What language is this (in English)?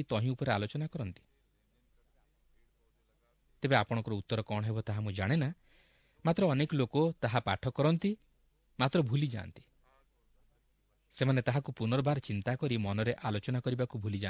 Odia